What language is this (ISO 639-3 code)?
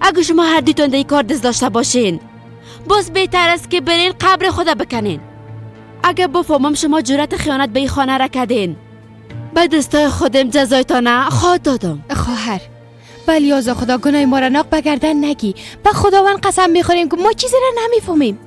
fas